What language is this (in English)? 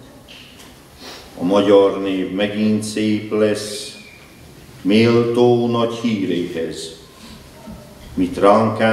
Hungarian